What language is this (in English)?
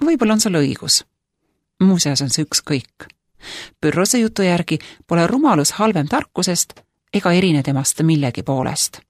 Estonian